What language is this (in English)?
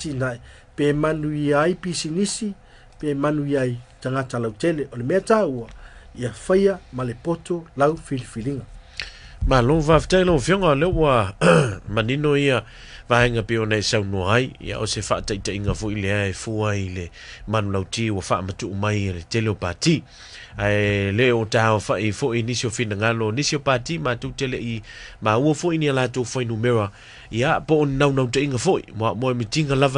Samoan